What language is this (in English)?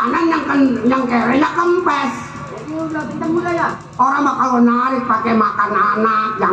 Betawi